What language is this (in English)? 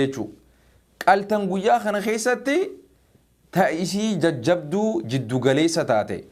Oromo